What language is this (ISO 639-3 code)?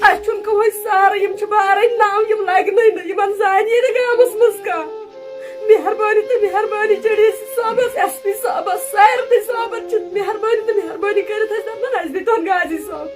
kas